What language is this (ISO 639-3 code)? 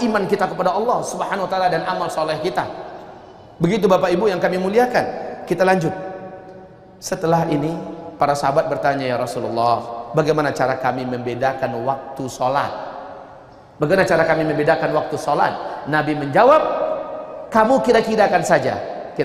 ind